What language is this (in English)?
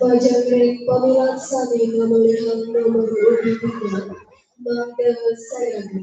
Balinese